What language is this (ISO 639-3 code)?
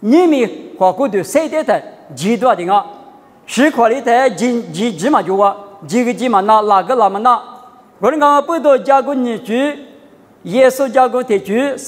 lis